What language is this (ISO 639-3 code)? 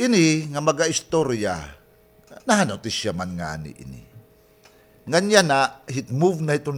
war